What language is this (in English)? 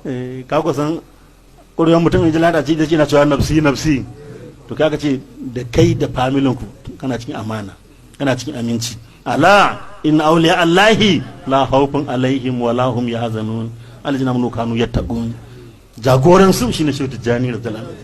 Hausa